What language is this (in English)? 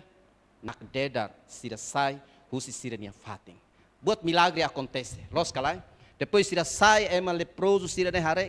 Tetum